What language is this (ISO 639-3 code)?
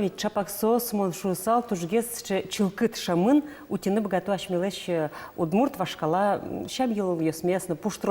udm